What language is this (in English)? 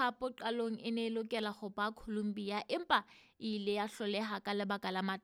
Southern Sotho